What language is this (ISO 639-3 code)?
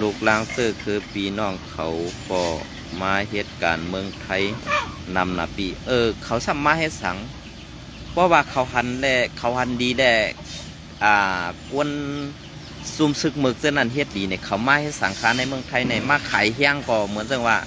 shn